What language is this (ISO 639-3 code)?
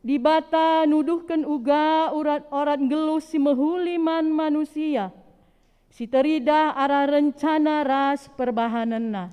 btx